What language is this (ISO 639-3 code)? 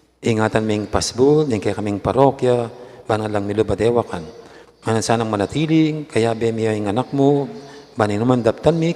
pam